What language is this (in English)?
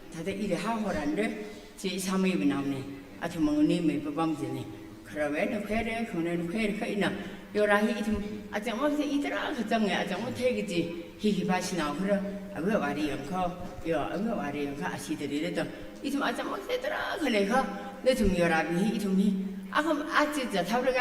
Tangkhul Naga (India)